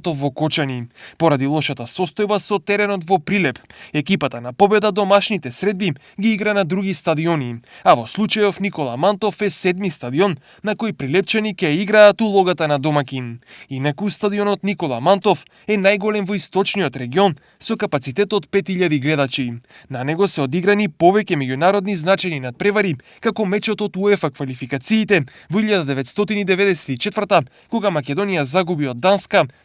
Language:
Macedonian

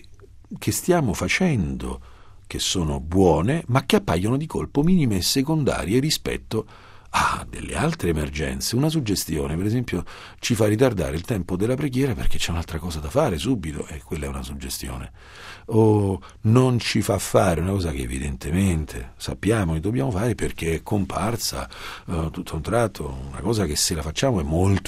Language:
Italian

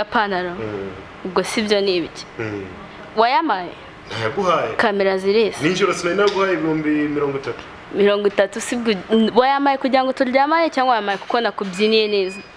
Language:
Kinyarwanda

